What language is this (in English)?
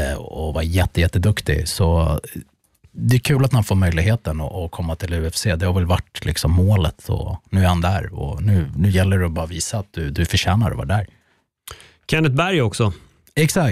Swedish